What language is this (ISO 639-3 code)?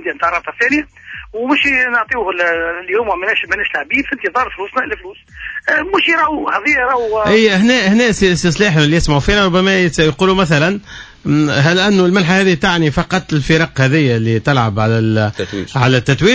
aeb